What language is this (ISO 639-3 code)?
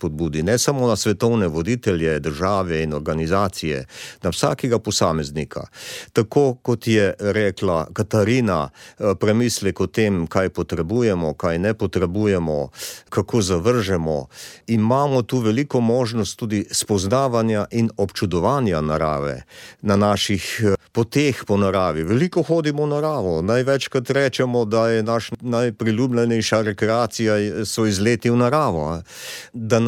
slv